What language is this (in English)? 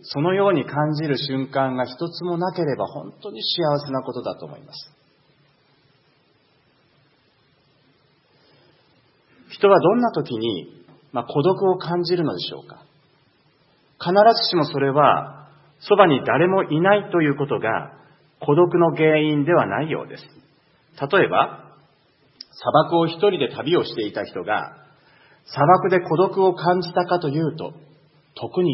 Japanese